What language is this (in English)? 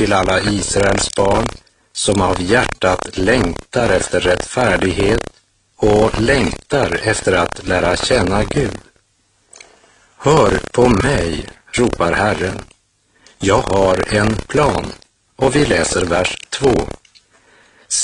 Swedish